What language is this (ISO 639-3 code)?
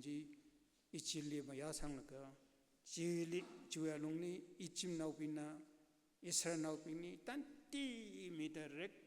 nmf